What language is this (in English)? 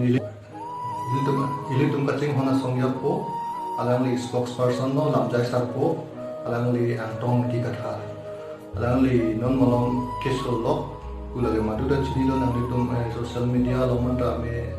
Karbi